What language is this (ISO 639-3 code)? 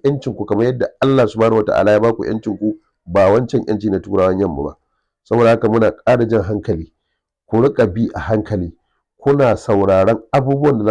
hau